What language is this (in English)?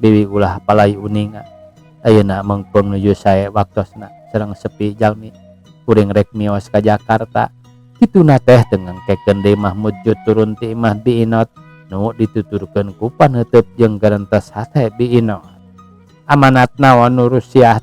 Sundanese